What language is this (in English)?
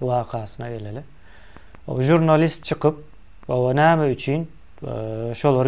Turkmen